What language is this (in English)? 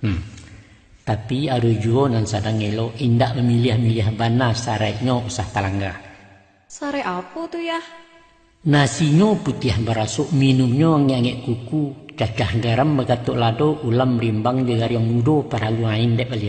Minangkabau